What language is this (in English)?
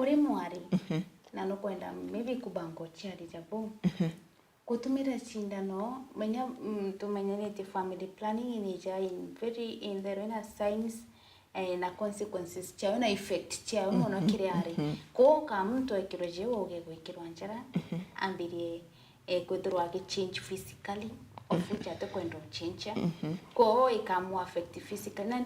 Meru